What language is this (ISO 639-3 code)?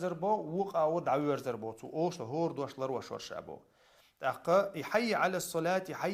che